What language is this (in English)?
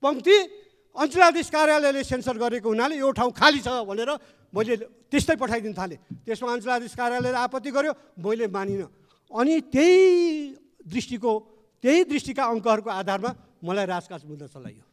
Nepali